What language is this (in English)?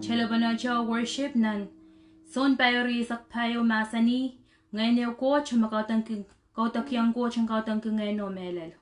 Pohnpeian